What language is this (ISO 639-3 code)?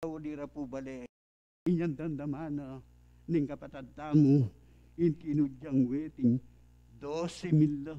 pam